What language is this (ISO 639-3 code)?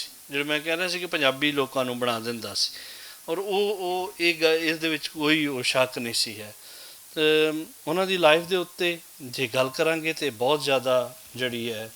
lah